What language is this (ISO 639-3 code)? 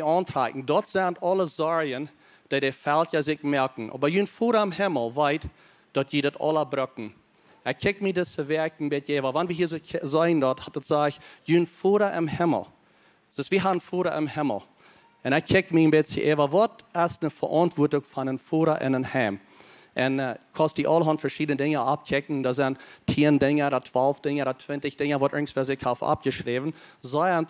pdt